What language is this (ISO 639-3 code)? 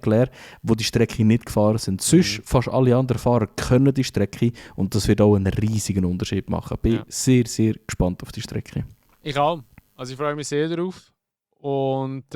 gsw